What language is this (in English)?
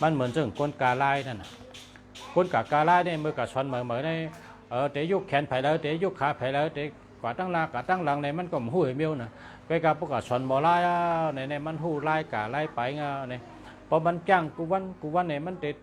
Shan